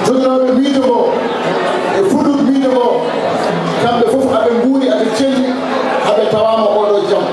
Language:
Fula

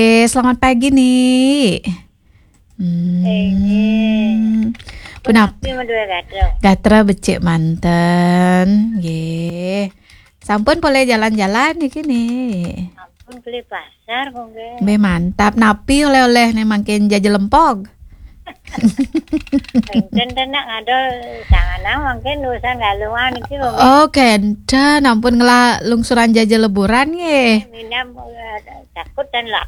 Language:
Balinese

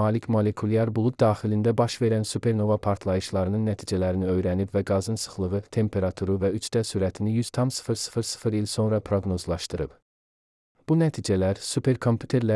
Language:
Azerbaijani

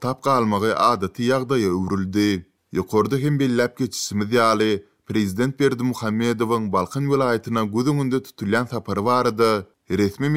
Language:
Turkmen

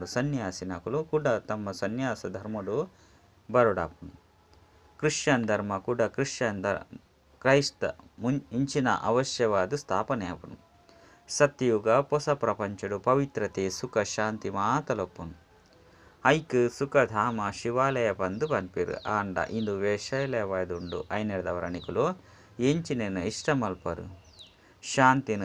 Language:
Tulu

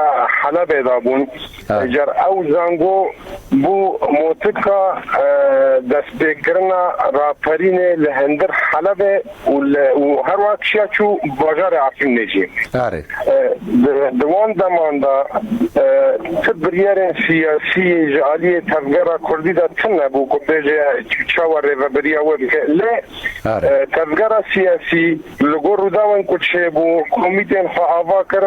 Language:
Kurdish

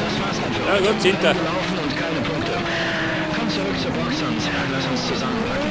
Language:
Bavarian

